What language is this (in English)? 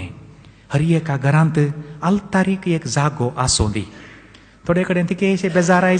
Konkani